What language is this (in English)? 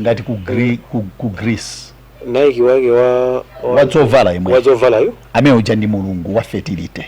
Nyanja